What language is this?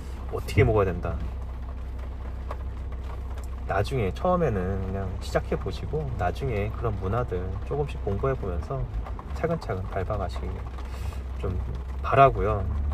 Korean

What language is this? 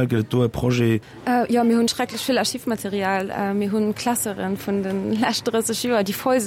Luxembourgish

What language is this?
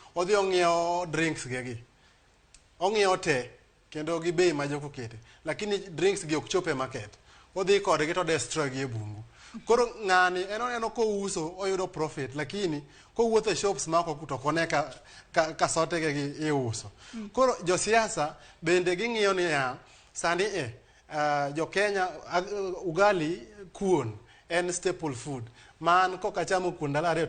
Luo (Kenya and Tanzania)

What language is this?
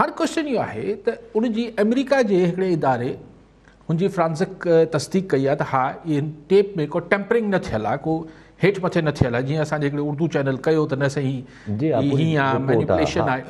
Sindhi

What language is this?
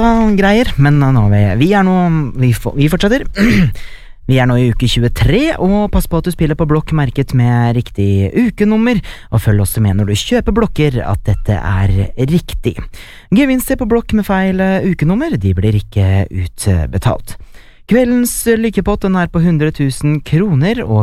Norwegian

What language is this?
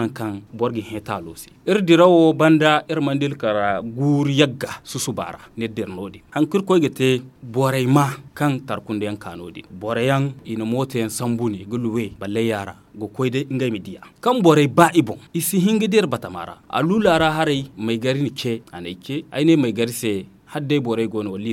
Zarma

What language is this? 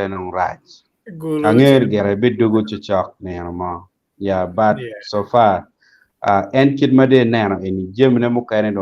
Acoli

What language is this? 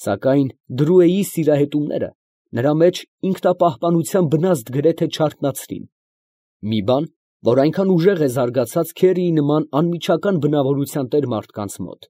Armenian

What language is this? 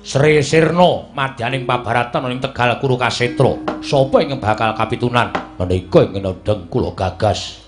Javanese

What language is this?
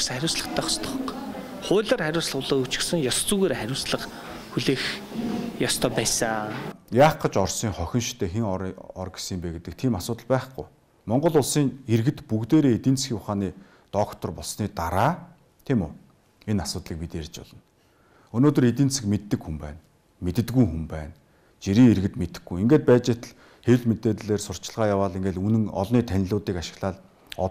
Mongolian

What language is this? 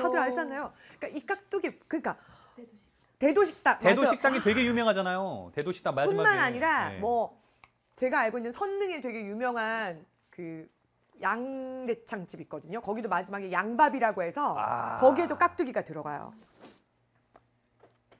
Korean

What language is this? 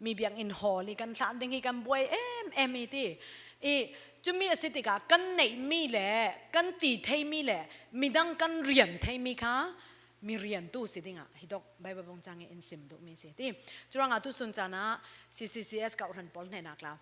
Falam Chin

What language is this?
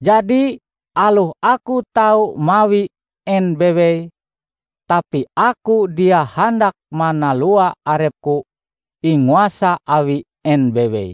Ngaju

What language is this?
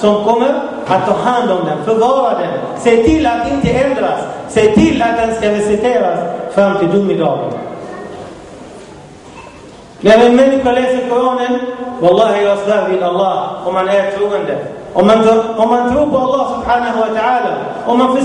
Swedish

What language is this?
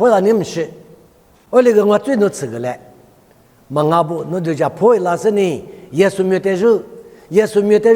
Lisu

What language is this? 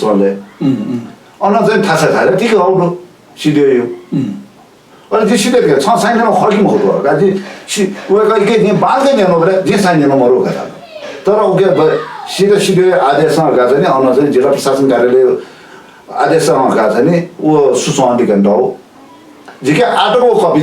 Newari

